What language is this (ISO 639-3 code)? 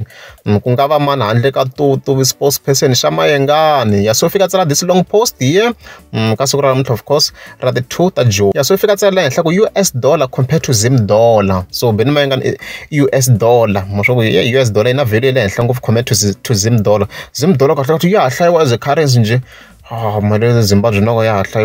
tso